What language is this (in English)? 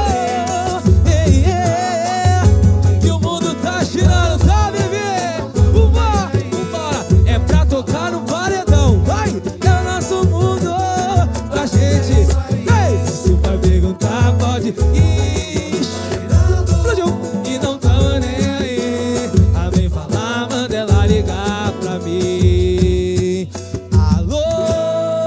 Portuguese